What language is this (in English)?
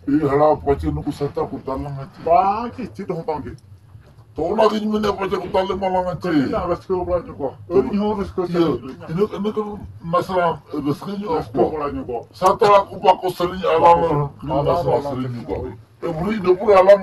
Santali